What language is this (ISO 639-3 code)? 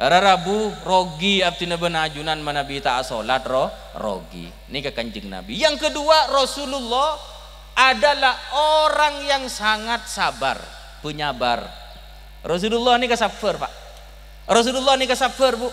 mad